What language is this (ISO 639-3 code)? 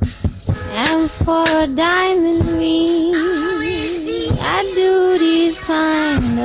eus